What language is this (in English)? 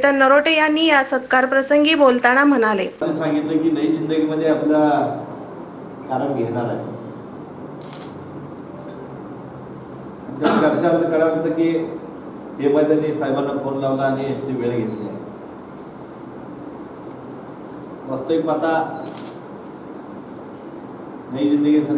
Marathi